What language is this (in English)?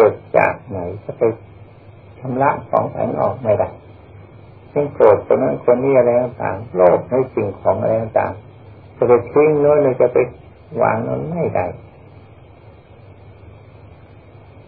Thai